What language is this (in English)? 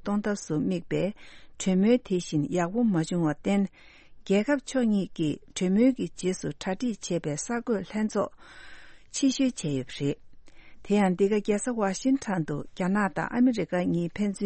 Tibetan